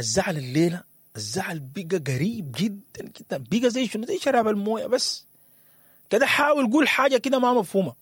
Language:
Sudanese Arabic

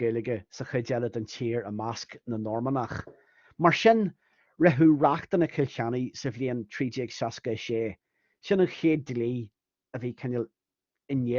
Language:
Irish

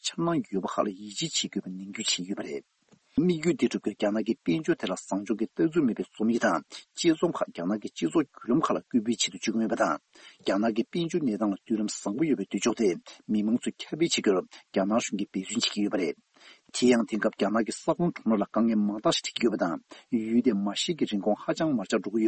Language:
Tibetan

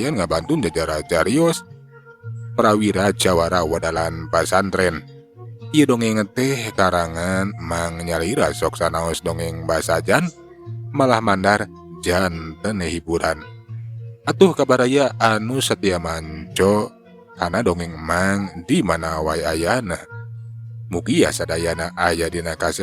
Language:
Sundanese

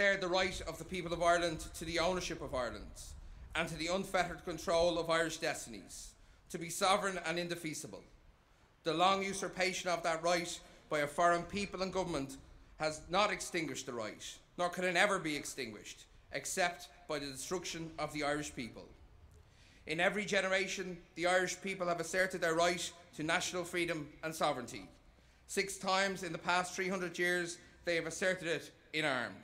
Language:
English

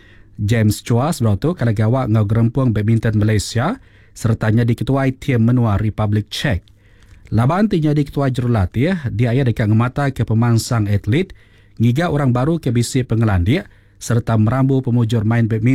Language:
Iban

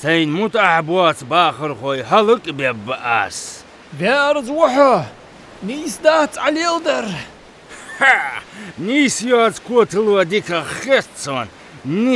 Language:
Ingush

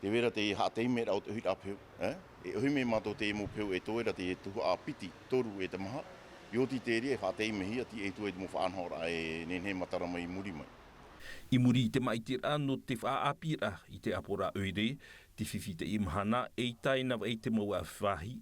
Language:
Tahitian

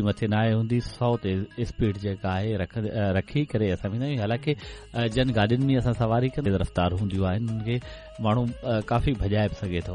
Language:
Sindhi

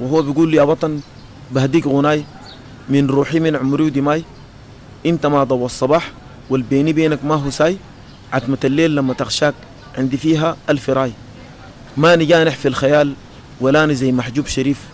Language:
Sudanese Arabic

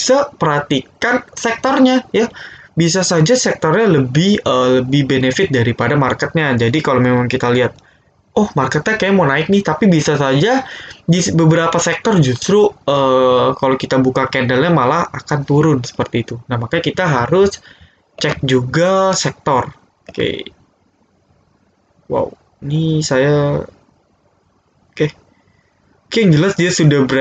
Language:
Indonesian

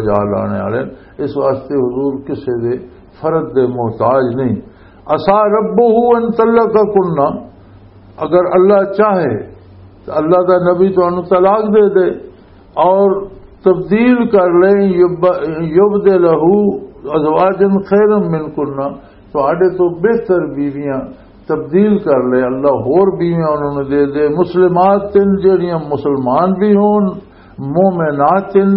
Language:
Western Panjabi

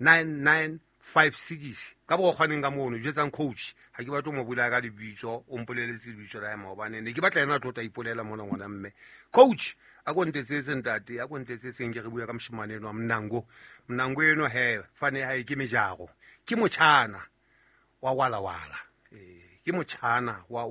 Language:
Southern Sotho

